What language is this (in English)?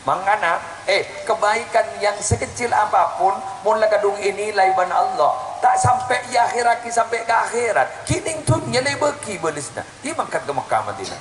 Madurese